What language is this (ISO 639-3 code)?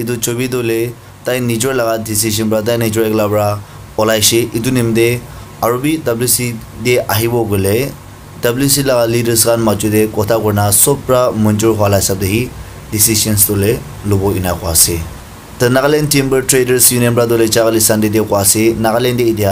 nag